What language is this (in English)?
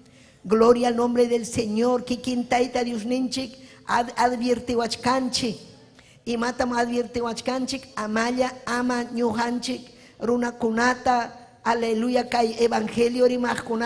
Ayacucho Quechua